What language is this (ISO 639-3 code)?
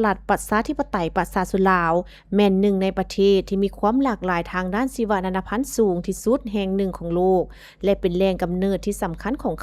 lao